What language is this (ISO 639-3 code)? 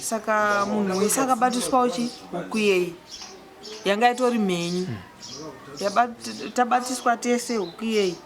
sna